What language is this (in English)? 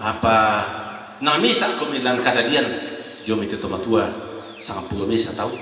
Toraja-Sa'dan